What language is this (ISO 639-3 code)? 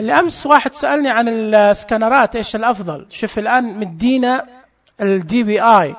ars